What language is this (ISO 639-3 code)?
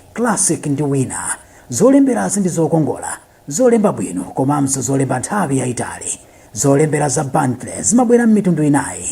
nya